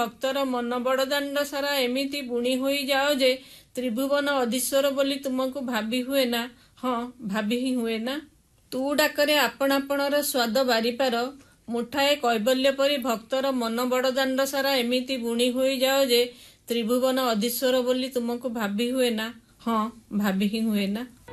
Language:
Odia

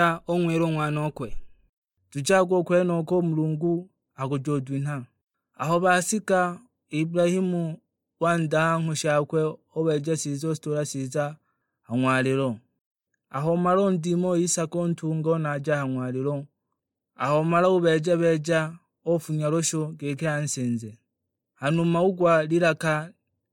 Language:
Sukuma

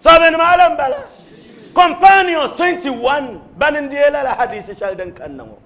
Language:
Dagbani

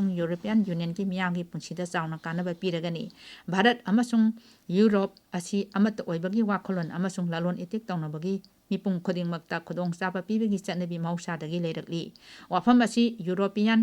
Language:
Manipuri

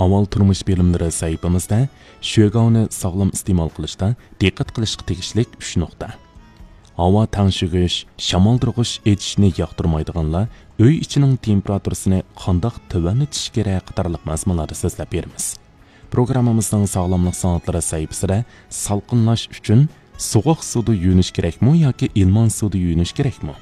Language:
Uyghur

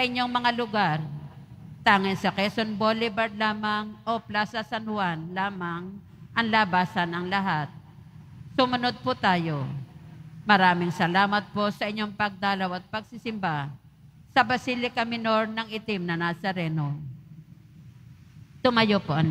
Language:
Filipino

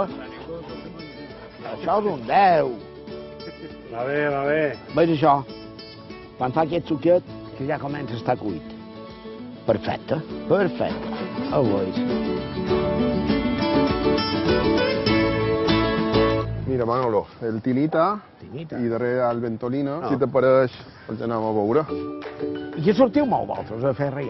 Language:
Catalan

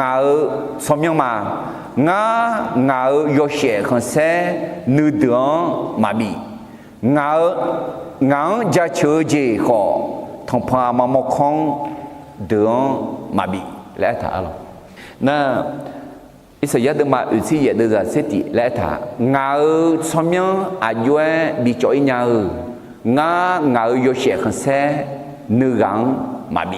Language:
Akha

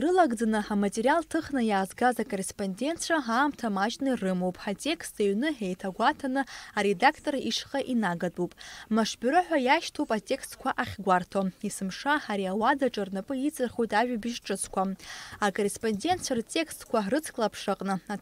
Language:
Abkhazian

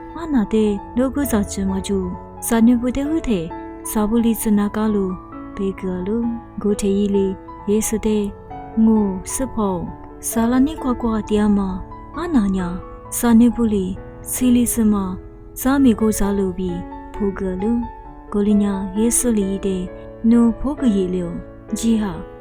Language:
Lisu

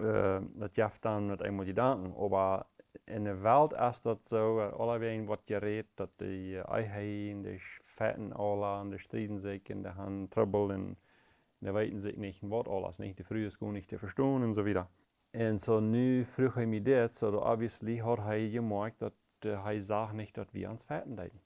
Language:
Plautdietsch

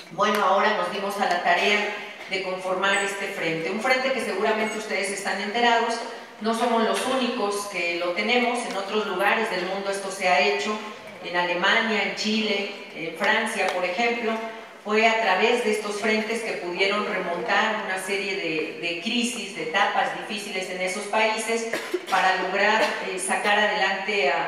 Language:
Spanish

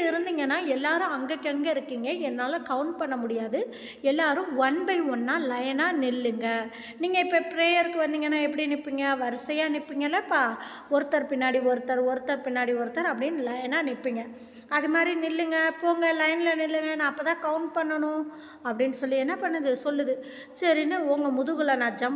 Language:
Tamil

